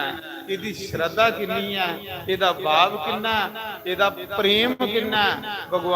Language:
Dogri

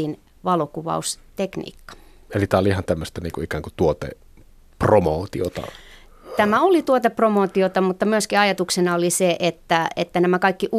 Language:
Finnish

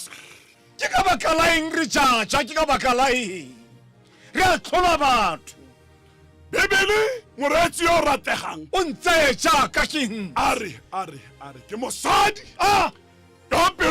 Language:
Tswana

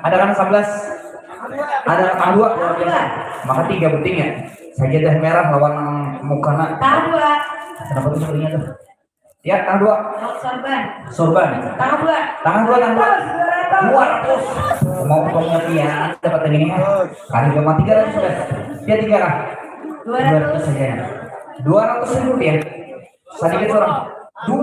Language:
Banjar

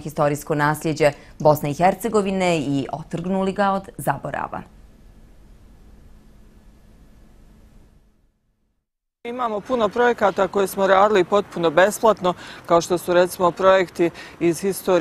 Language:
Bosnian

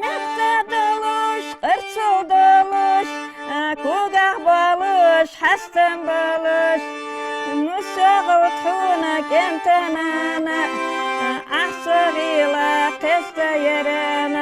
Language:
Ingush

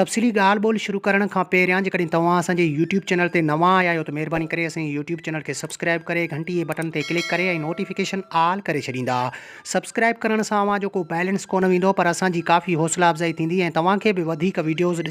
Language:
Sindhi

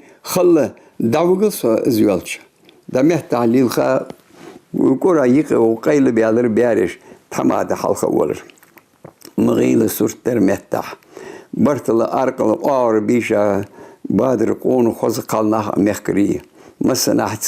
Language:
Ingush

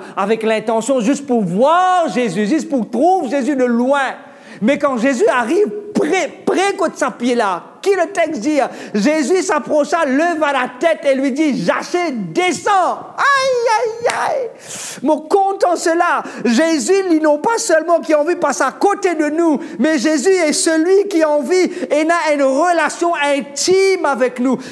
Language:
Morisyen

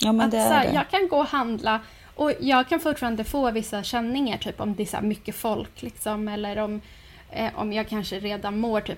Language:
Swedish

